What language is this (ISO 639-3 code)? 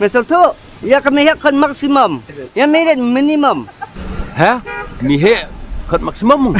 kha